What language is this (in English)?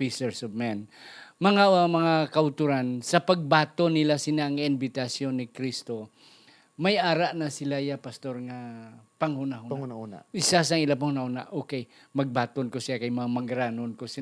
Hiligaynon